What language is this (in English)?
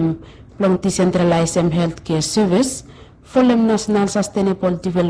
Bislama